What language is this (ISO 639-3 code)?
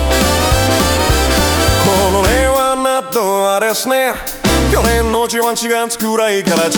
jpn